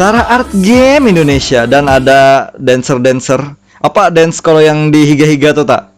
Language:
Banjar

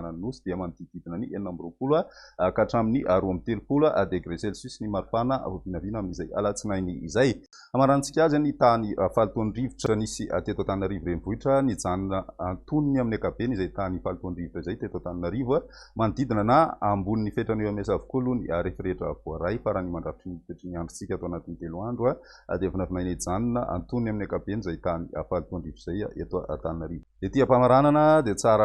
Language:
Malagasy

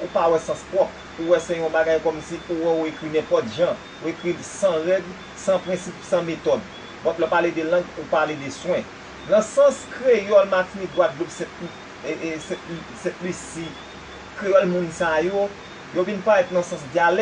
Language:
Haitian Creole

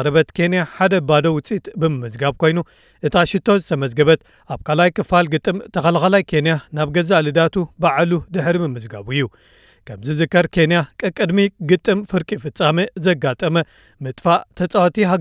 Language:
Tigrinya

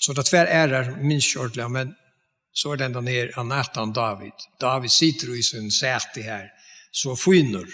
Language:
Faroese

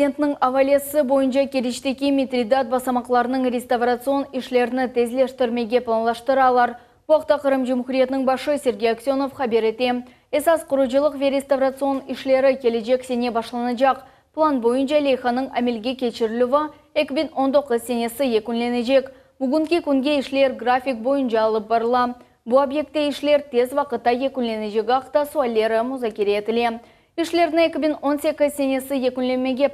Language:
Crimean Tatar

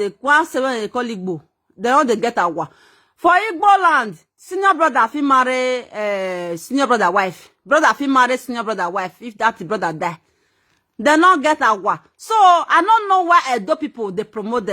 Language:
Nigerian Pidgin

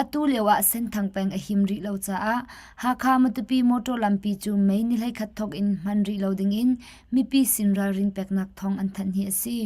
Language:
Hakha Chin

